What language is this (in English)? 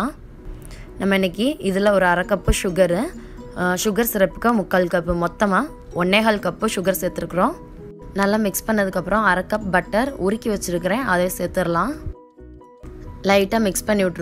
Tamil